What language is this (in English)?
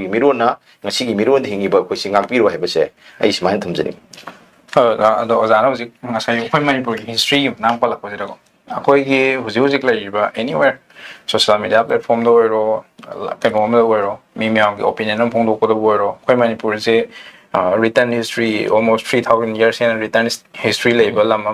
Manipuri